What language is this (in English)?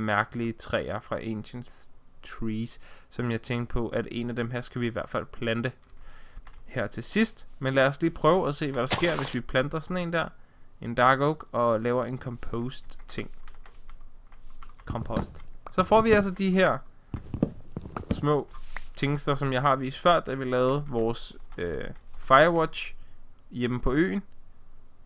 Danish